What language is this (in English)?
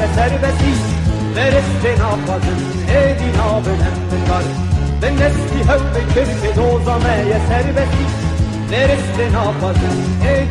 Kurdish